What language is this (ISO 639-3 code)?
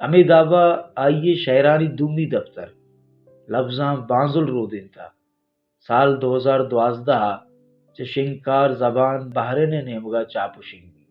bal